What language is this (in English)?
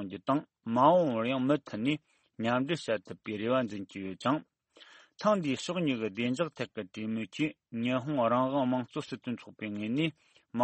Tibetan